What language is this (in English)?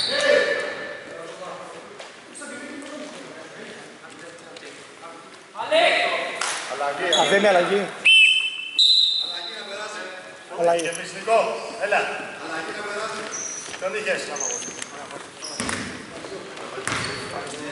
Greek